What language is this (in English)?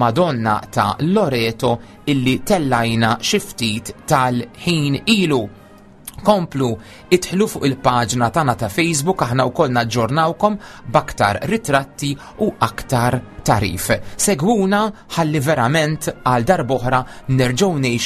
Maltese